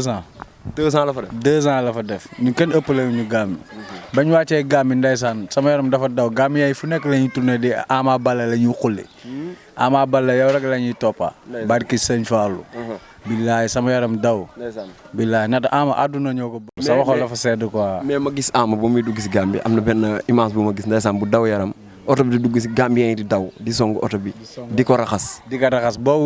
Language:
Wolof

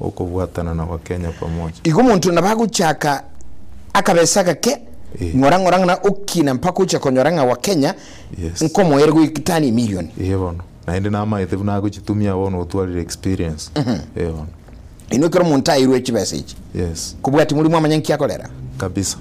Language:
Gusii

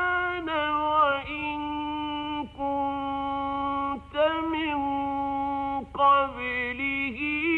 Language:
Arabic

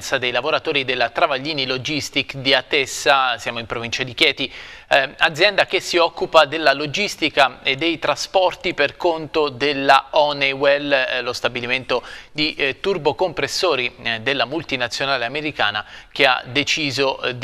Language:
Italian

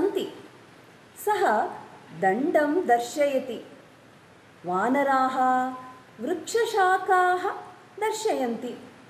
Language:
Sanskrit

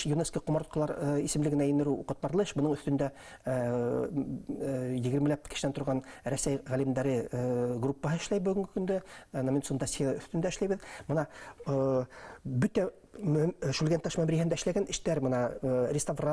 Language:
Bashkir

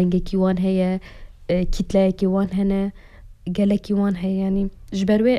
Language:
Kurdish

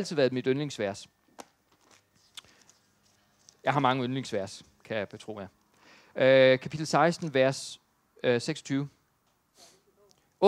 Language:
Danish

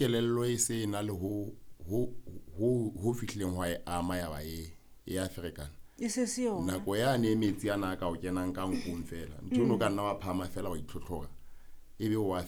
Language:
Southern Sotho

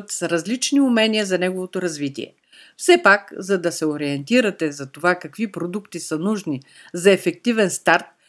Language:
Bulgarian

